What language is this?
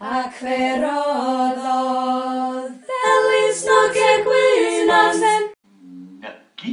Welsh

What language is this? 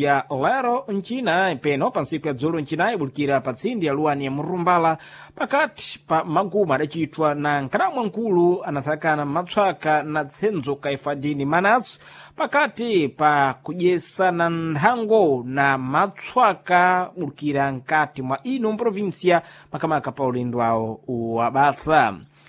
Sena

